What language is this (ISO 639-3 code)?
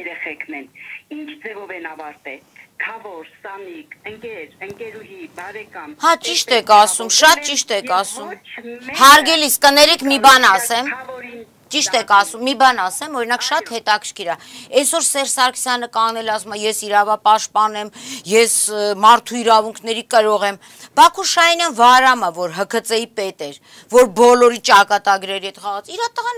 hye